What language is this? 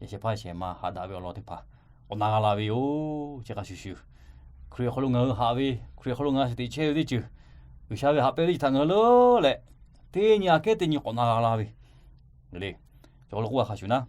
Lahu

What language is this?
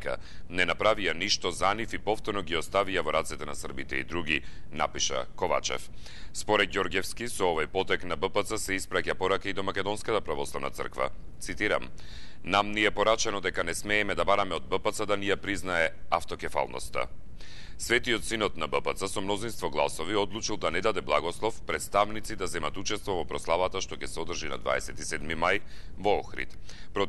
Macedonian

